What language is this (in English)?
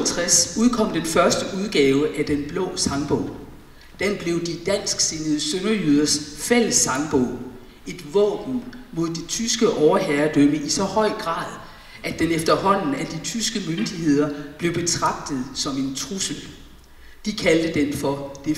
Danish